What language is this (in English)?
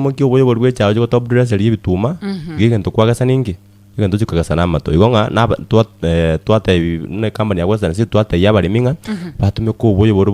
Gusii